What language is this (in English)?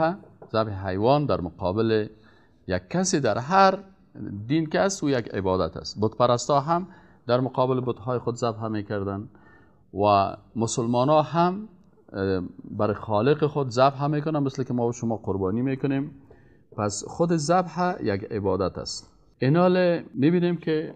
Persian